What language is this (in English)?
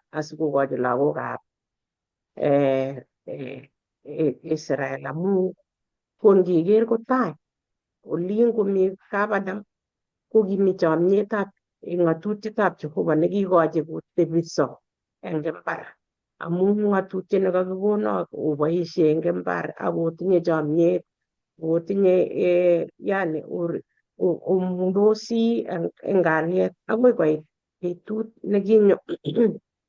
Kalenjin